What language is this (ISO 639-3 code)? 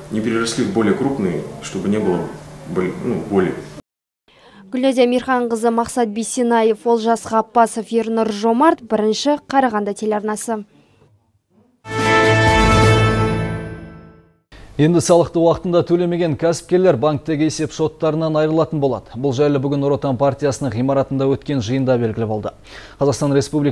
kaz